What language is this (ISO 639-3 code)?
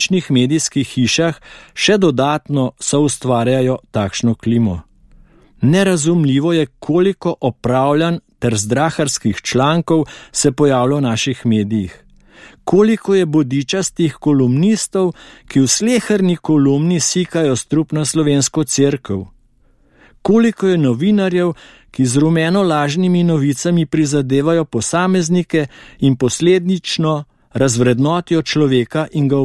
slv